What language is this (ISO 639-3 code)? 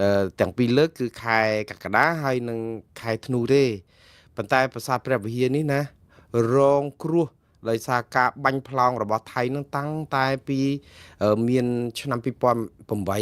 khm